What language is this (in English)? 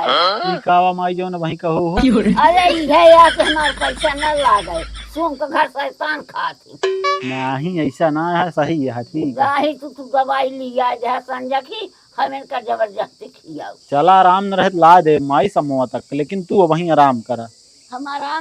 Awadhi